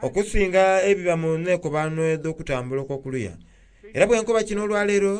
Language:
Soga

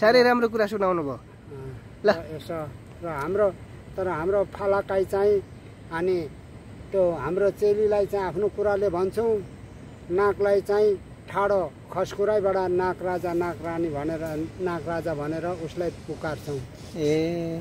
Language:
Nepali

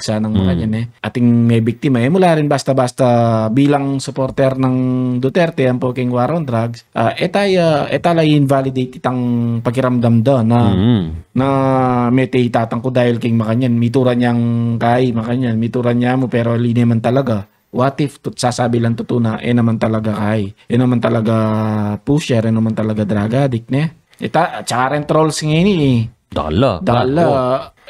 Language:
Pampanga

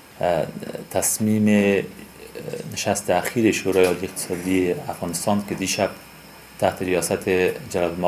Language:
Persian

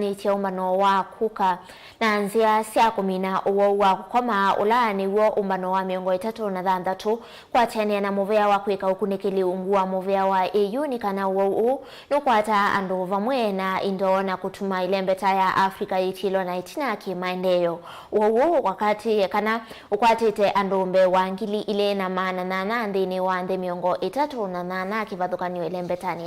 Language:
Kamba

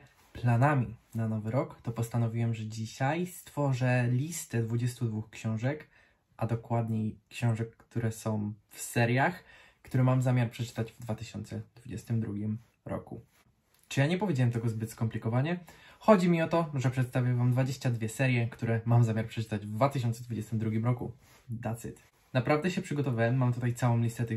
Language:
Polish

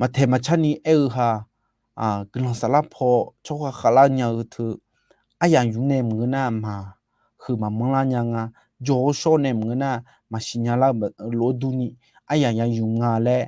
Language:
Akha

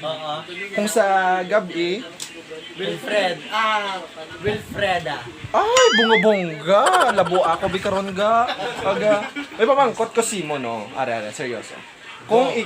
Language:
Hiligaynon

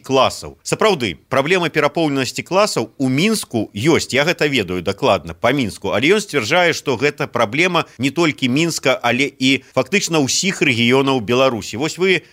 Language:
Belarusian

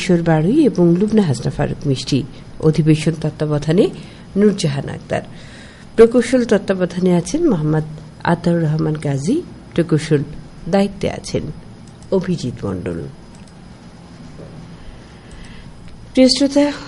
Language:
Bangla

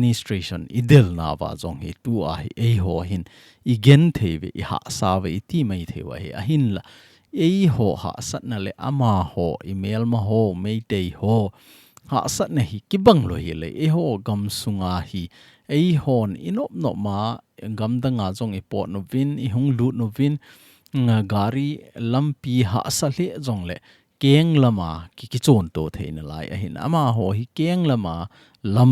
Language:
Thado Chin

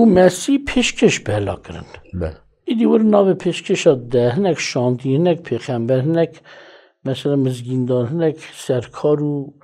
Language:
Kurdish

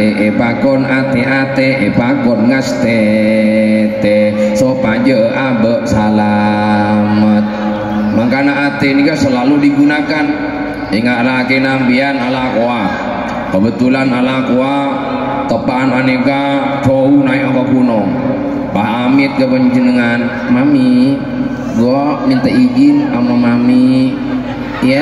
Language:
Madurese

